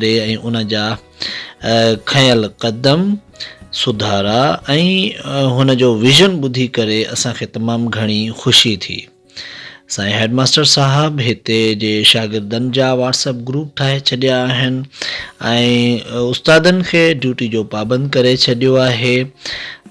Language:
Sindhi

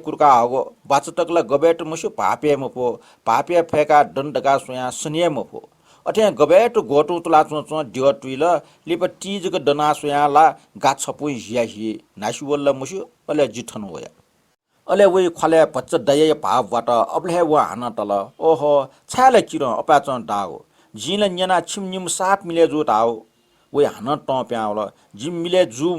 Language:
Newari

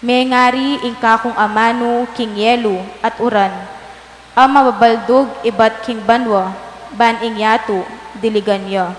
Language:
Pampanga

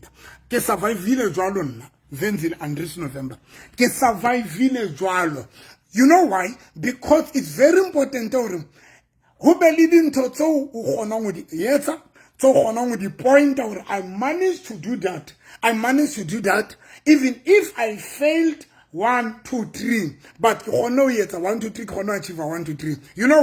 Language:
Southern Sotho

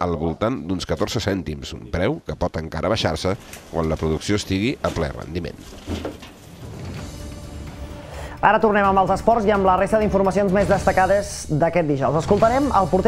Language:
Catalan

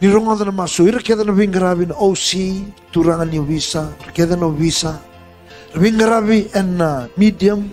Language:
Fijian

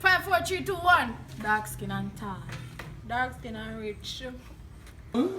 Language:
Jamaican Creole English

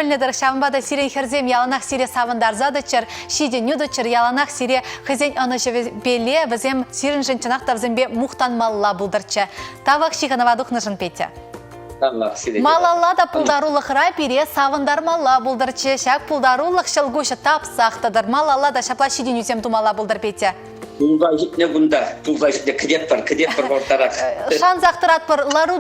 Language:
Chuvash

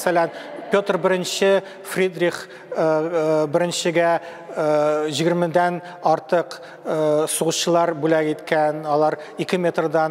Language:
Tatar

